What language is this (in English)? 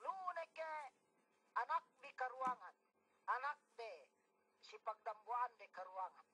Yakan